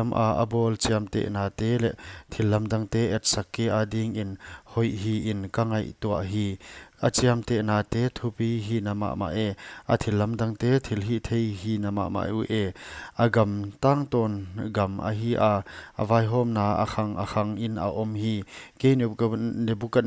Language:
Paite Chin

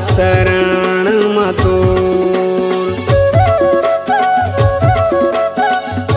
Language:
Chhattisgarhi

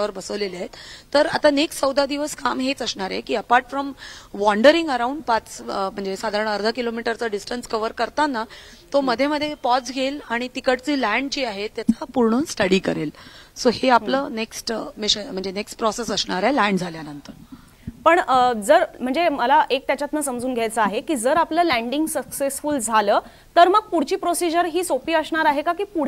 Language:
Marathi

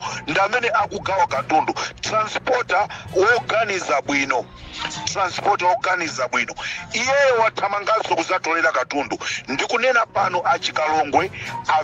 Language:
Nyanja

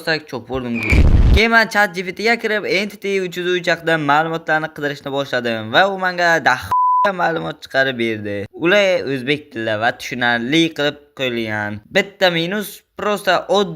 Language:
Uzbek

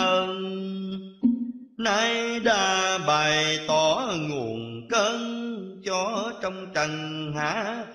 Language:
Vietnamese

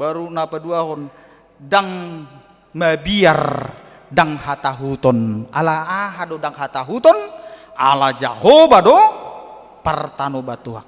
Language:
Batak Toba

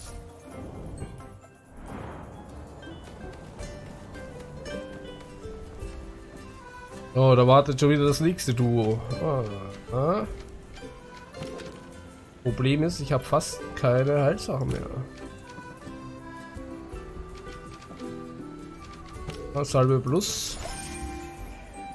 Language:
German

